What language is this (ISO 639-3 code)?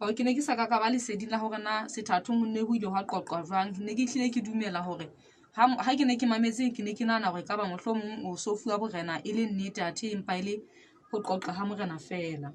sot